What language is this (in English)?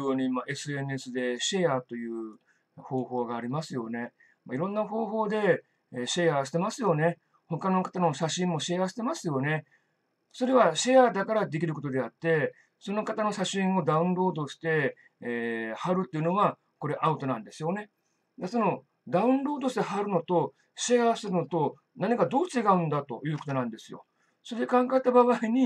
Japanese